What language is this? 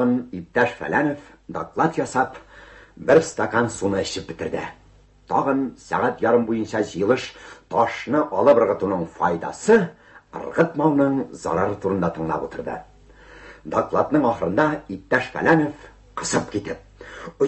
Tatar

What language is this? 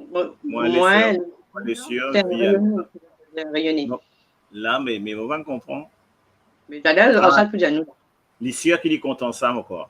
Morisyen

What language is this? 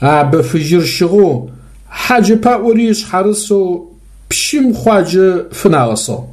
Adyghe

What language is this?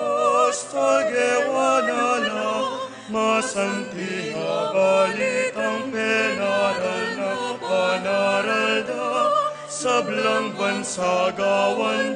Pampanga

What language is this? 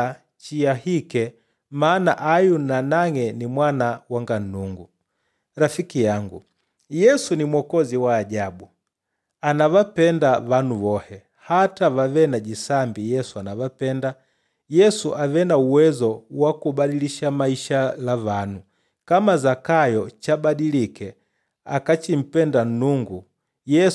Makonde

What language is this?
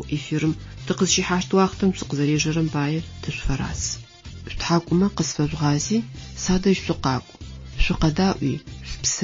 Adyghe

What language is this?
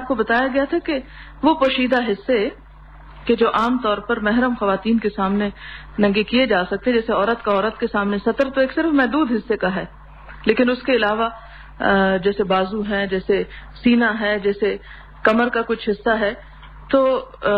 Urdu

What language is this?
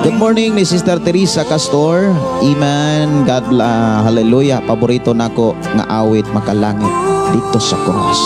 Cebuano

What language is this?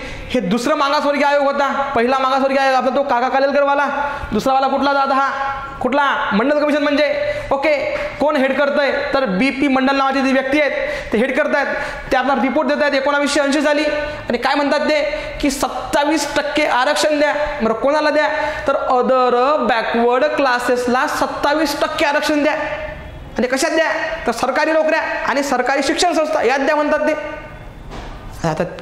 Marathi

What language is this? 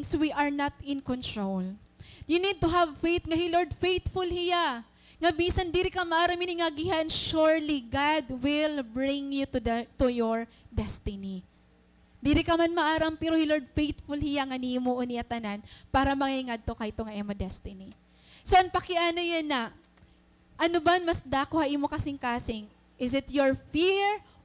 Waray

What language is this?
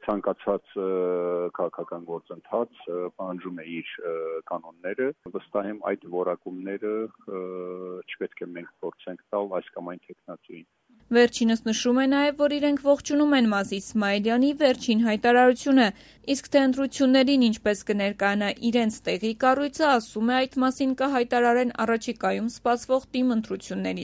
Armenian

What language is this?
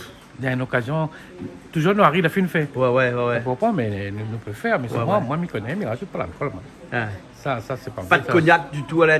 Réunion Creole French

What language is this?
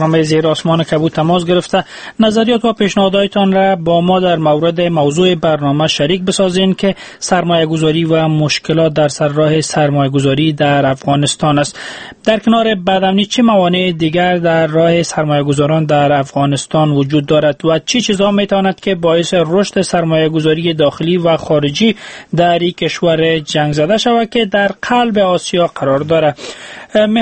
Persian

